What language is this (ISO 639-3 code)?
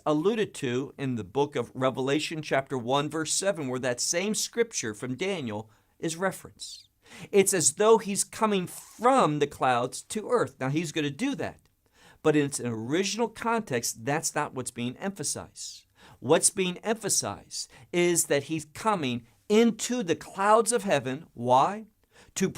eng